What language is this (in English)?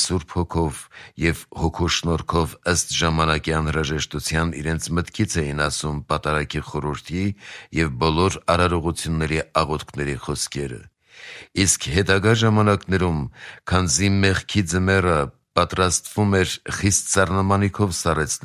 Armenian